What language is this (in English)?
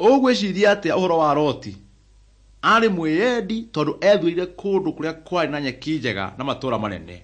Kikuyu